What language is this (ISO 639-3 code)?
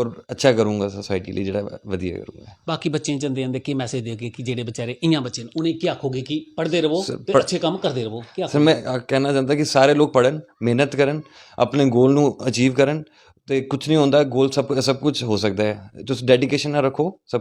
doi